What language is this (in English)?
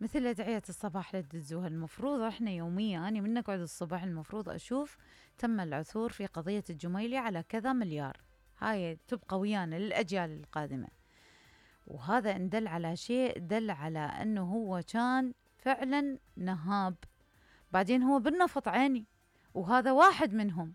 Mesopotamian Arabic